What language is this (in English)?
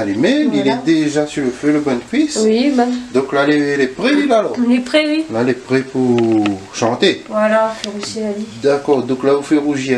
Réunion Creole French